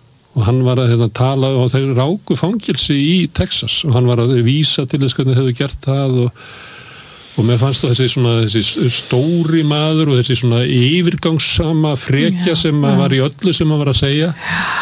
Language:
Icelandic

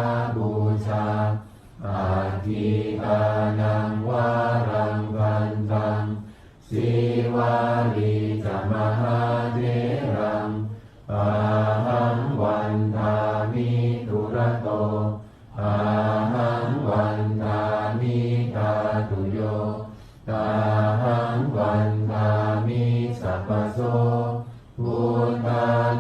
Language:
Pali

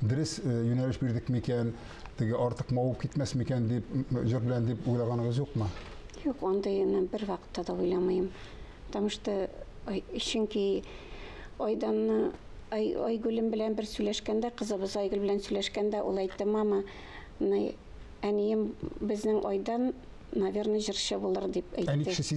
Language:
Tatar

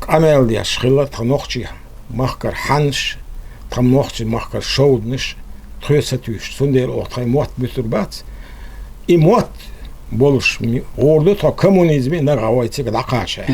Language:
Chechen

